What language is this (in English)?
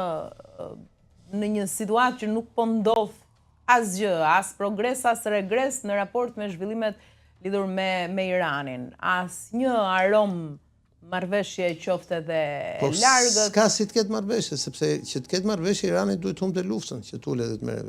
Albanian